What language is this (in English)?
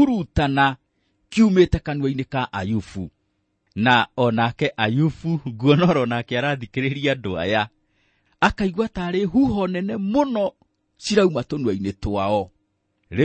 Kikuyu